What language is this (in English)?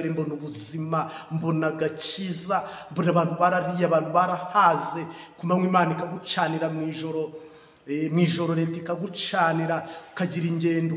Kinyarwanda